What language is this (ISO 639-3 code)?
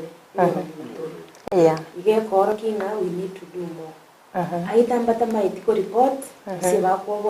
guz